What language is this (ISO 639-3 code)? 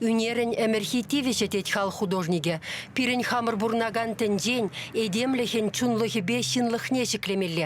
chv